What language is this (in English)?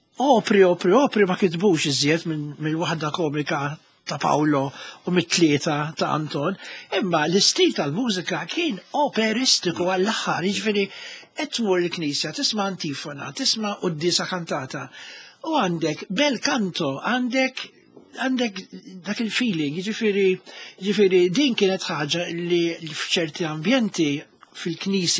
Maltese